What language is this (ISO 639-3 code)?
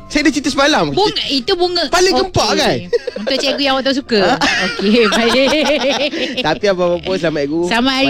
msa